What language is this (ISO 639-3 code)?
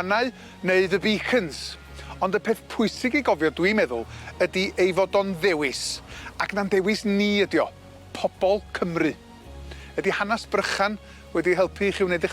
cym